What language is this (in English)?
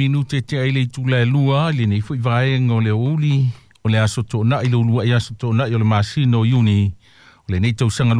Samoan